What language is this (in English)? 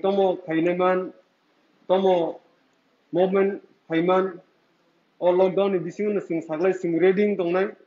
Kok Borok